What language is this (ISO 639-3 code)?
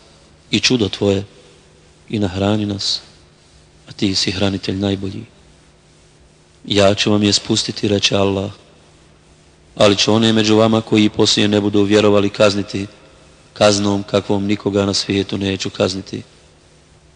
bos